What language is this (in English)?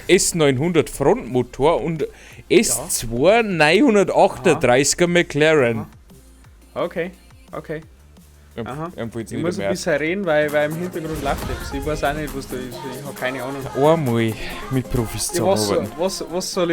Bavarian